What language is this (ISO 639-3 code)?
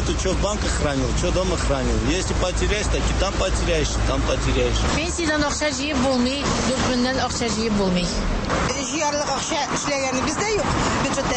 tat